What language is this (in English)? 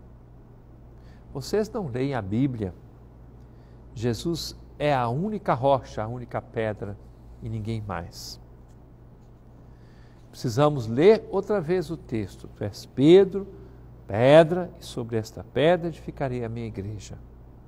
Portuguese